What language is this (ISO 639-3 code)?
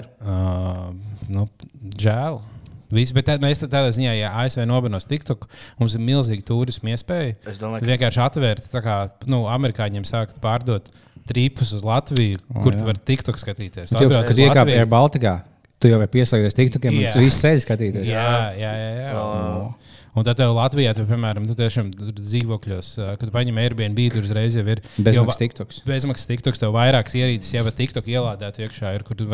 lav